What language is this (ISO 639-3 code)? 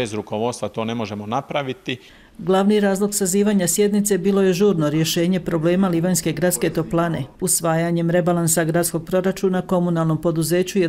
bos